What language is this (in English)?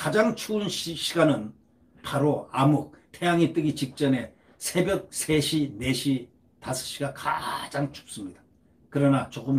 Korean